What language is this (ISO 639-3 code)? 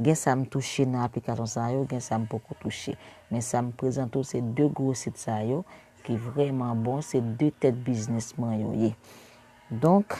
hat